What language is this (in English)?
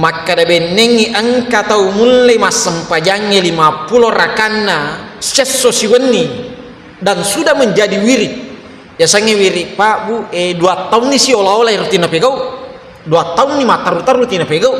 Buginese